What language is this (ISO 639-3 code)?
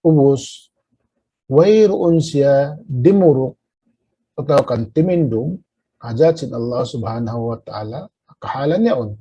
tsg